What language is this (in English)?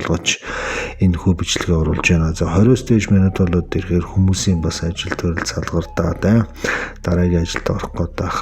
Mongolian